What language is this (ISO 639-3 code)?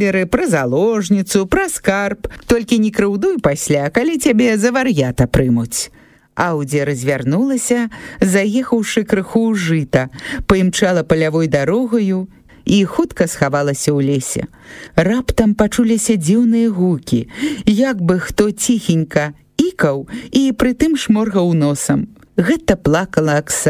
bel